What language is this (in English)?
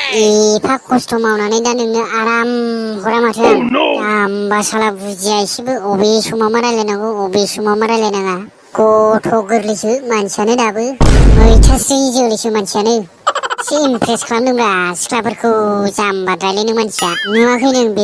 Bodo